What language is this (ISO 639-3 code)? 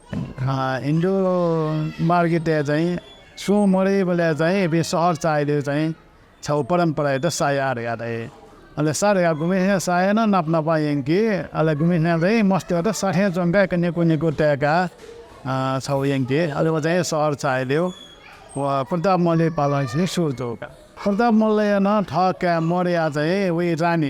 new